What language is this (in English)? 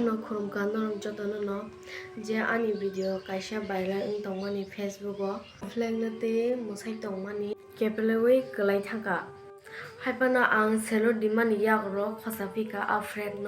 Kok Borok